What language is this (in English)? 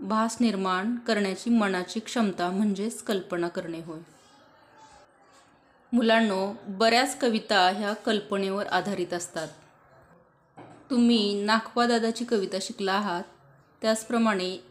Marathi